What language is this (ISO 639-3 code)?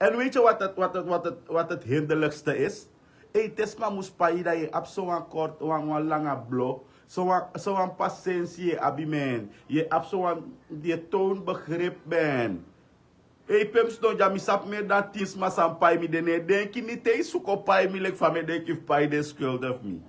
srn